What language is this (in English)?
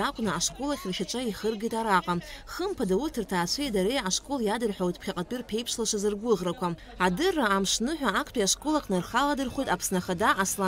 Abkhazian